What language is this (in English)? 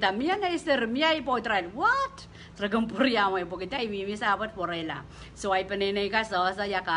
Pohnpeian